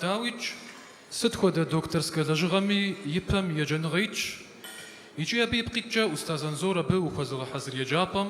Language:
Kabardian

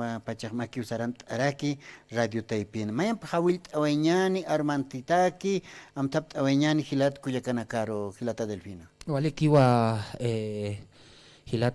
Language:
Aymara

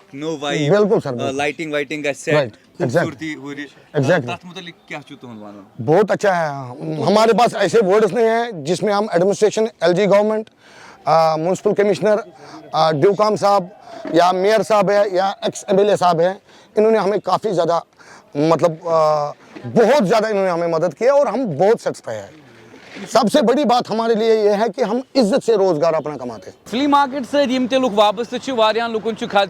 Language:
Kashmiri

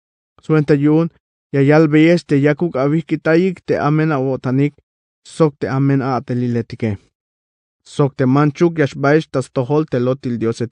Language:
Tzeltal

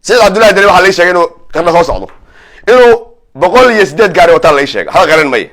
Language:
Somali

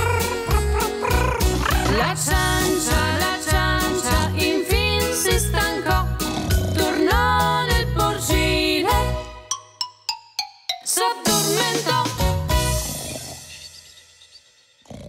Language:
Italian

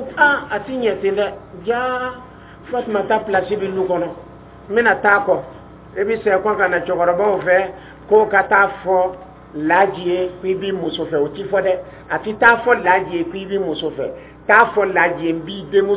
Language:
Dyula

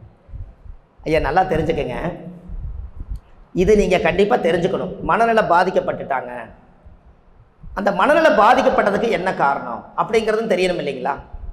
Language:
Tamil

